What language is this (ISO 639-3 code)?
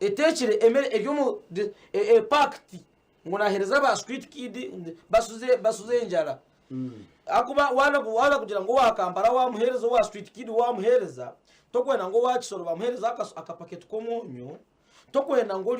nyn